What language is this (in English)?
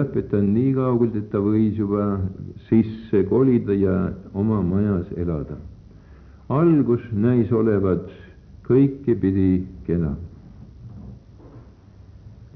Estonian